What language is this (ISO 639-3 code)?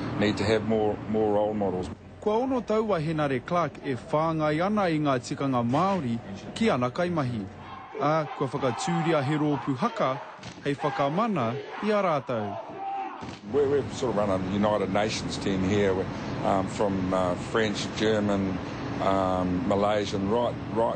mri